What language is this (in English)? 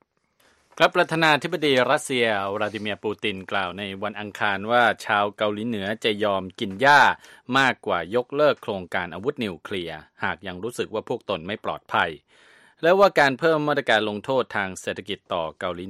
Thai